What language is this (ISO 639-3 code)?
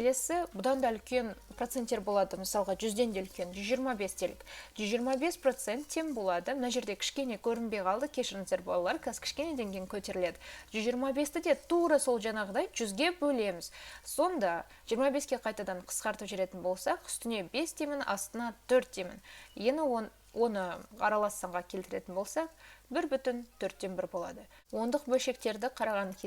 kaz